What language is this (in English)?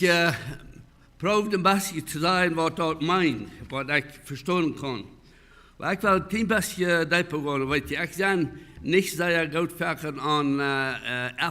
Plautdietsch